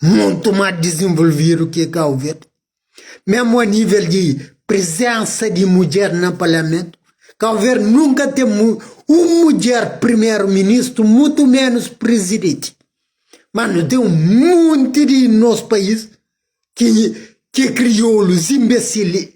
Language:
Kabuverdianu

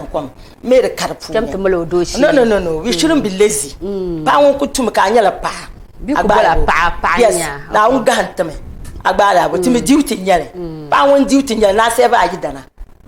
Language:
Dagbani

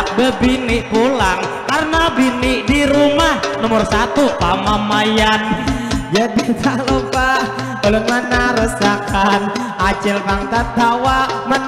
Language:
Banjar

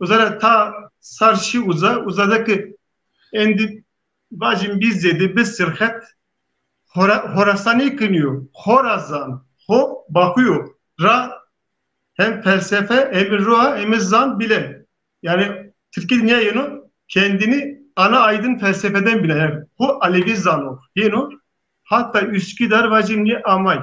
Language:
Zaza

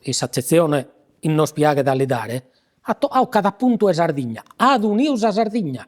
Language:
Sardinian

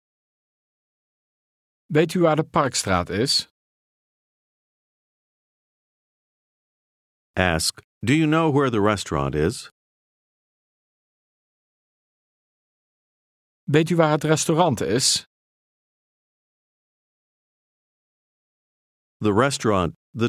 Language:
Dutch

